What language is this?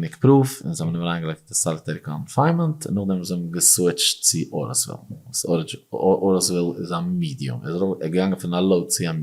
Yiddish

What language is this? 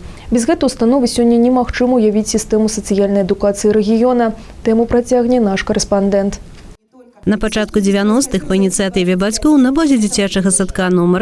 Belarusian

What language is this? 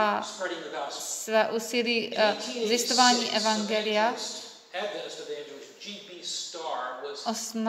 Czech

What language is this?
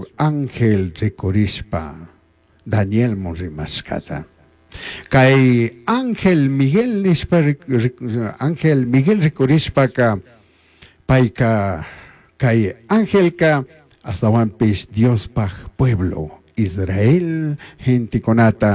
Chimborazo Highland Quichua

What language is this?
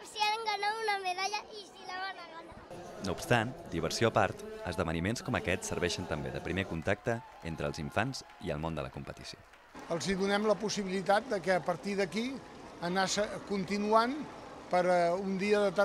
Catalan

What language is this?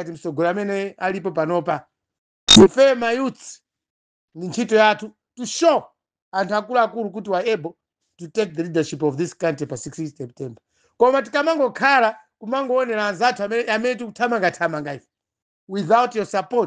Nyanja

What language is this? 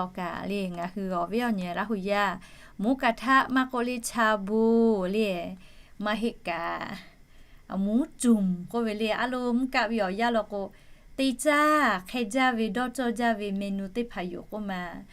Lahu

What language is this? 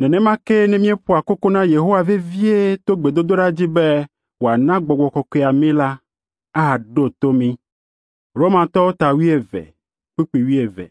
Ewe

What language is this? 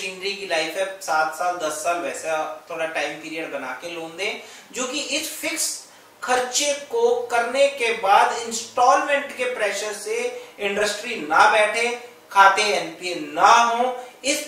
Hindi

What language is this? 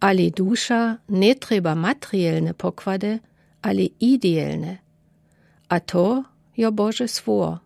Lower Sorbian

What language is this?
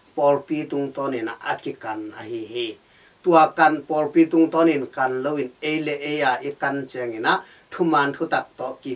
Tedim Chin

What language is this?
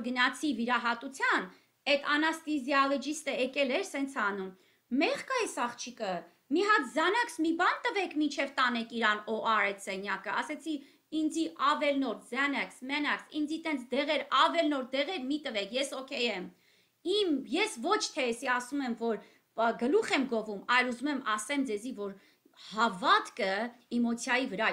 Armenian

